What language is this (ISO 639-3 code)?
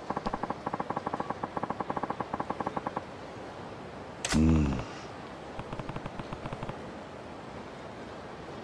jpn